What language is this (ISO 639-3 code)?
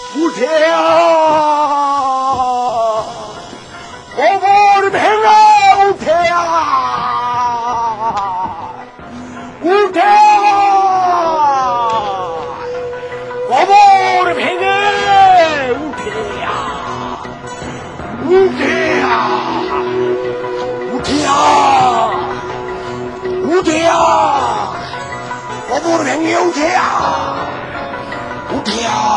ben